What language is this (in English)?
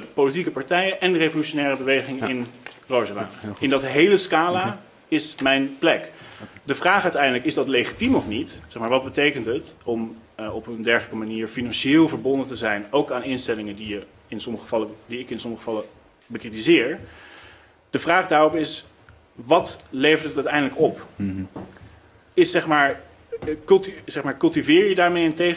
Dutch